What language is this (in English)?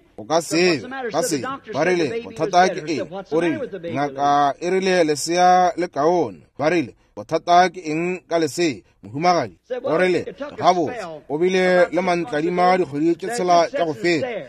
Northern Sotho